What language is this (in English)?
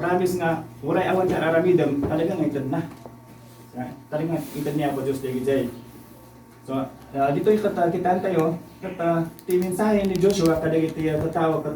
Iloko